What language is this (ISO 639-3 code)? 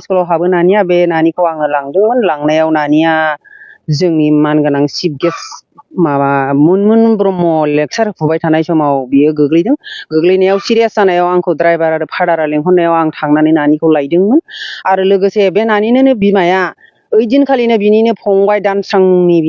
brx